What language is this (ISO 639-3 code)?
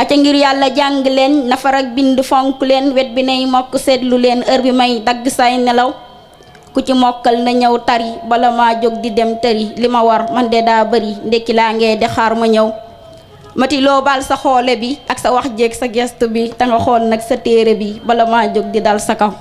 wol